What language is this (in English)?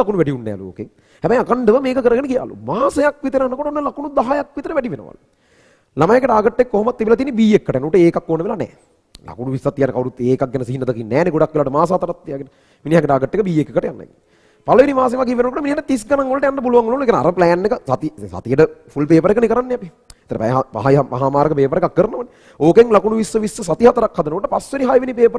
Sinhala